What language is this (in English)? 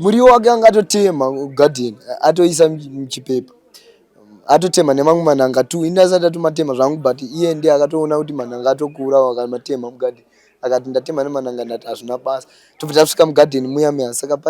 Shona